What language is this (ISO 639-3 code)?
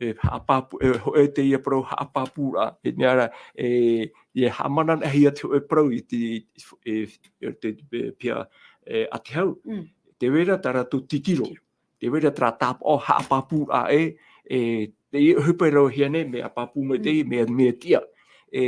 tah